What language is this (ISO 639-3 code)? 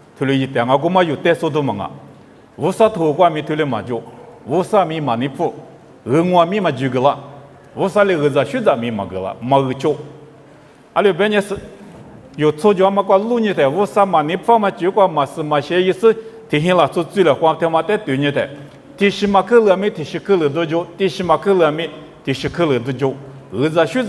lis